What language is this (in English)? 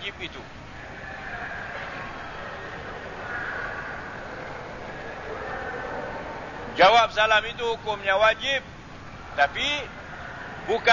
Malay